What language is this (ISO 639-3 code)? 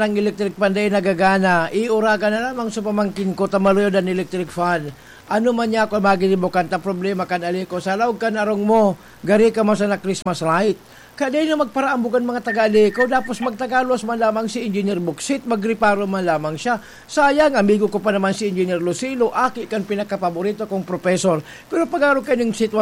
bik